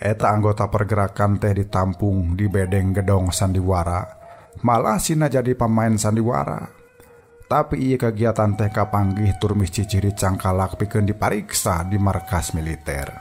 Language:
Sundanese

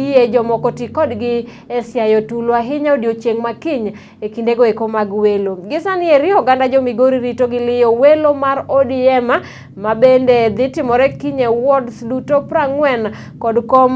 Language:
Luo (Kenya and Tanzania)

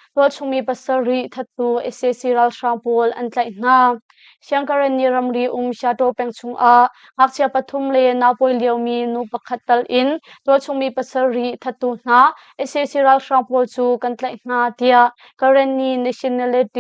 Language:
Hakha Chin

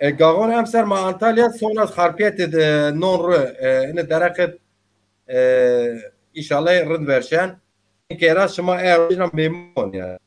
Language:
Zaza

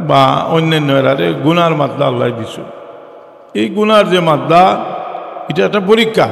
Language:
Sylheti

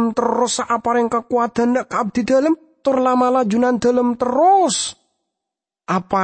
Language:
Madurese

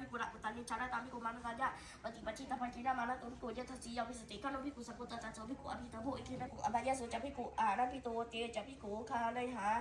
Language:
Pali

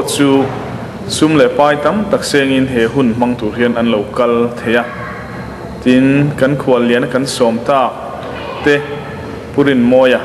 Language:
Mizo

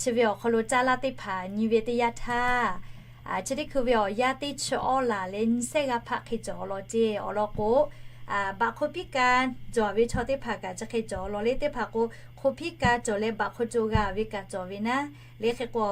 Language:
Lahu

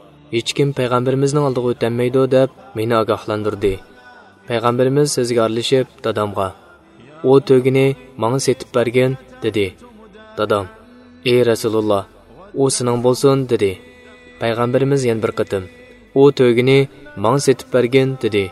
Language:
Uyghur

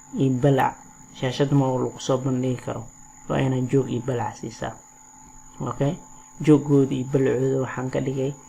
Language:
Somali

